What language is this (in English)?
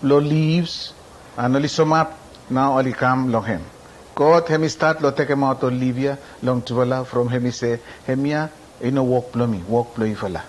Bislama